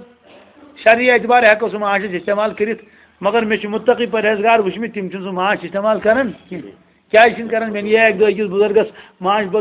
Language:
Kashmiri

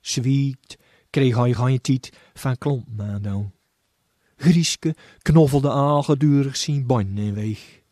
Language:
Gronings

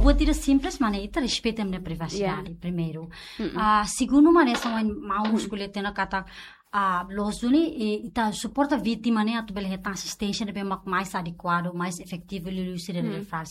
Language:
Tetum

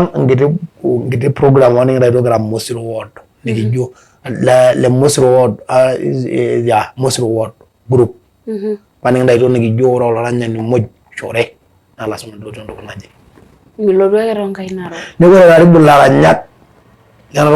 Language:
Masai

